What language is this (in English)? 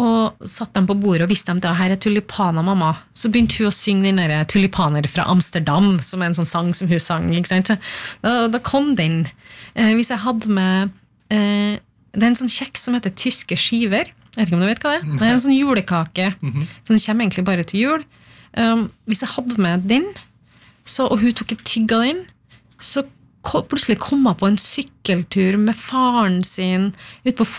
Norwegian